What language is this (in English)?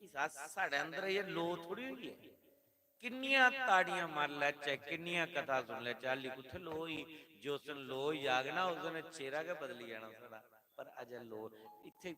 Dogri